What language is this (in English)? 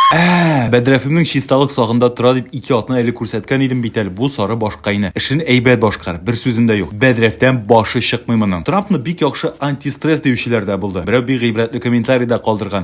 Tatar